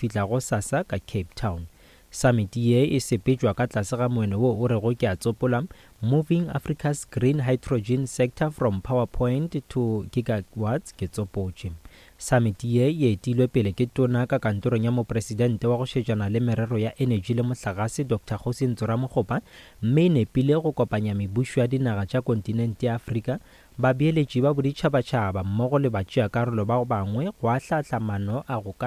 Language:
Northern Sotho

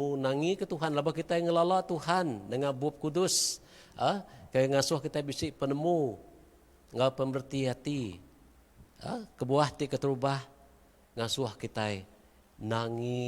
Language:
Iban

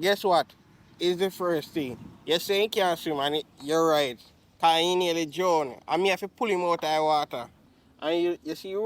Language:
Jamaican Creole English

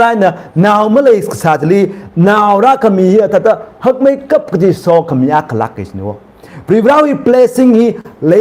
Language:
Tangkhul Naga (India)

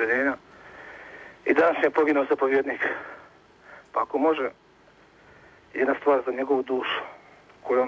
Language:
Croatian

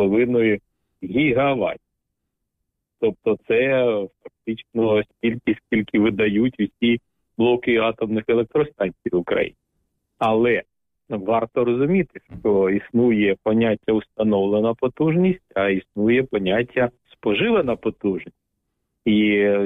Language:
Ukrainian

